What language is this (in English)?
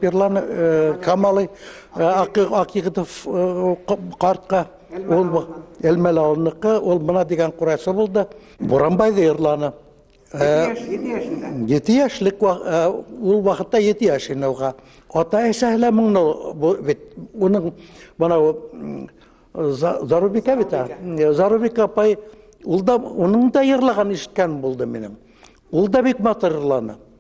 Bashkir